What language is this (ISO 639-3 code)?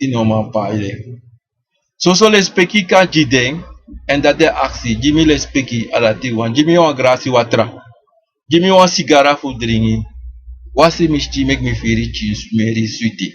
srn